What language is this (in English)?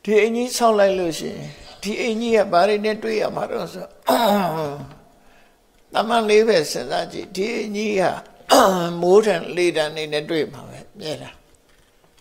Burmese